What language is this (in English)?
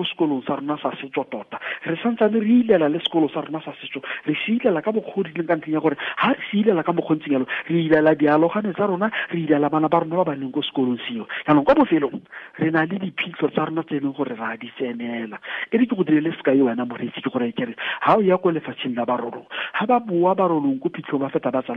Tswana